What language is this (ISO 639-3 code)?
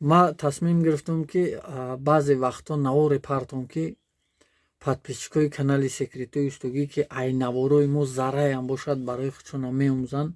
tgk